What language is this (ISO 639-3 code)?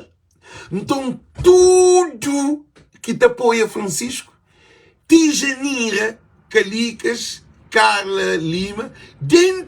kea